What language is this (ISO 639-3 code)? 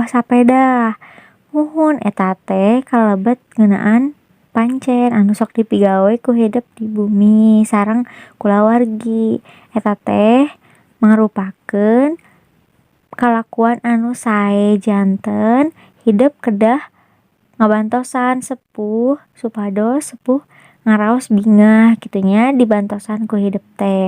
sun